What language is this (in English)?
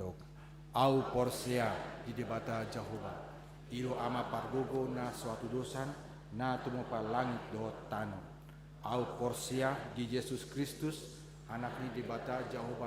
Batak Toba